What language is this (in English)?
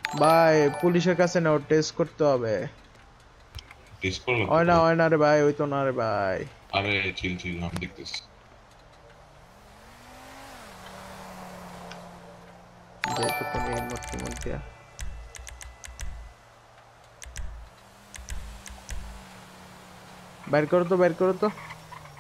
Bangla